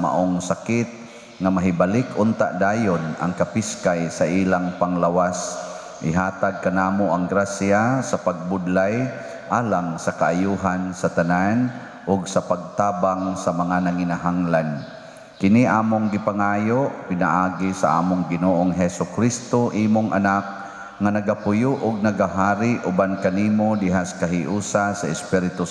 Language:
Cebuano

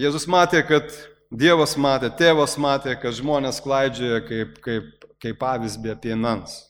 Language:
Lithuanian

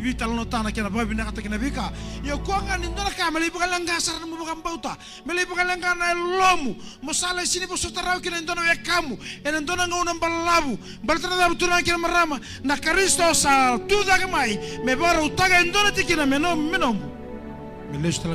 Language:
Fijian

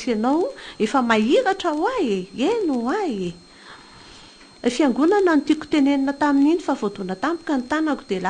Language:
Malagasy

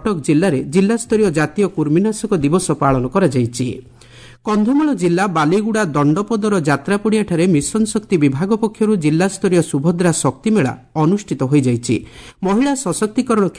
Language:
Odia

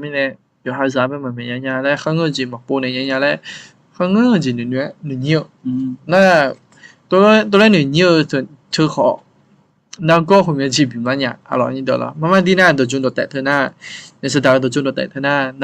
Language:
Akha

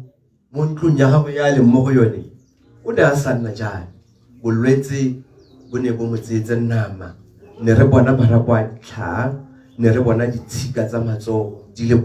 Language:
Tswana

